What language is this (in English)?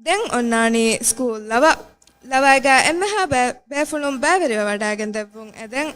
Divehi